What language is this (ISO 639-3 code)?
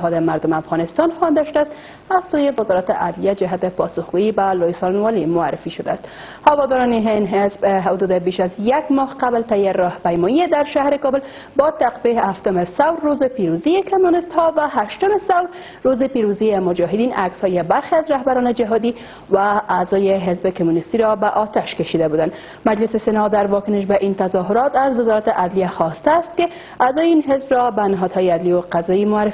fas